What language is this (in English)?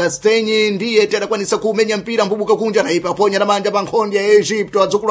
Sena